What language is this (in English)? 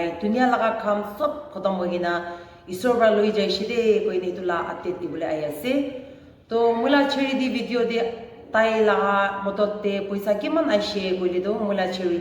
Naga Pidgin